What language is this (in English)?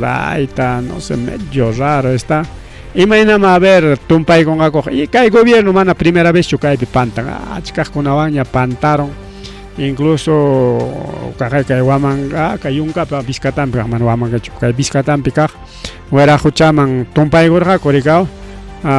Ayacucho Quechua